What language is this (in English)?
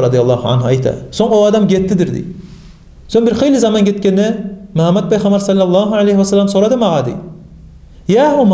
Kumyk